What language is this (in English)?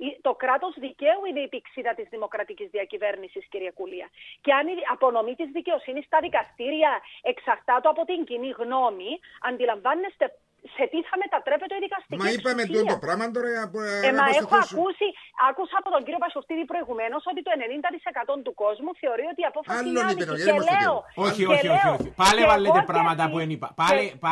Greek